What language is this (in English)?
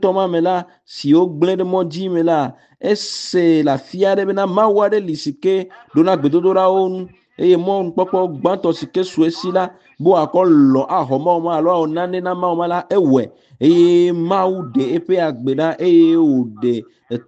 Ewe